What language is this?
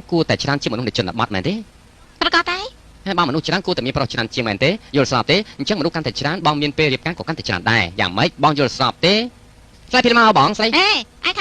Khmer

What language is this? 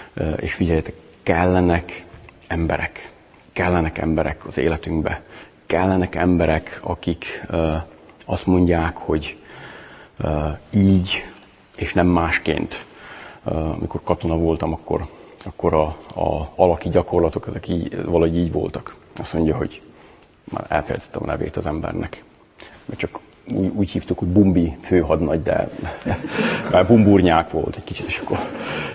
Hungarian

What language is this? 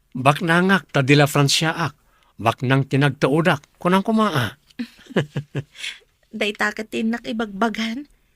Iloko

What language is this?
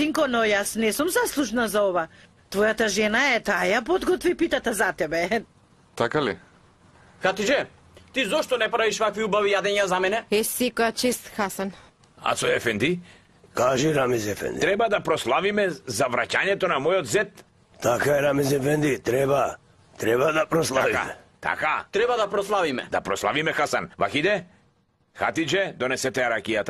Macedonian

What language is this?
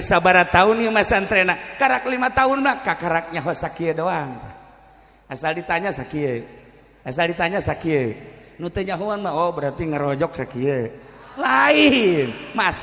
Sundanese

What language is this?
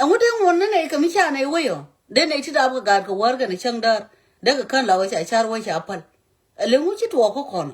Nuer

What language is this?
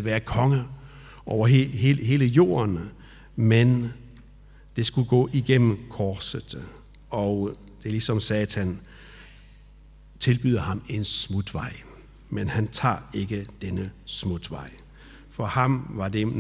Danish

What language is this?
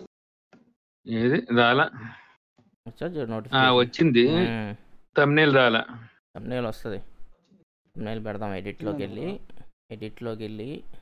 Telugu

